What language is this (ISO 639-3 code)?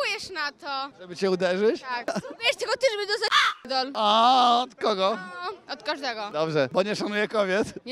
pol